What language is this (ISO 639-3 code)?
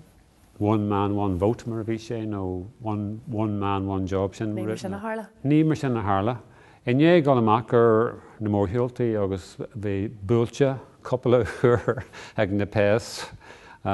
gle